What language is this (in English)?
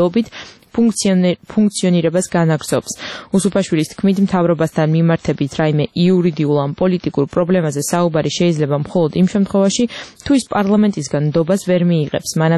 Georgian